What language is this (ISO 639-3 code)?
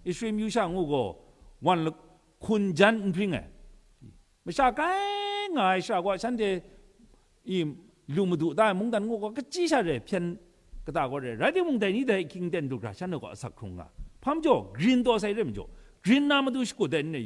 kac